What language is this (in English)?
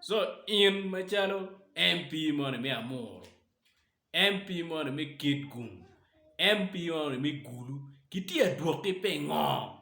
Acoli